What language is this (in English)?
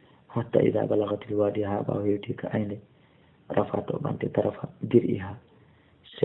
Fula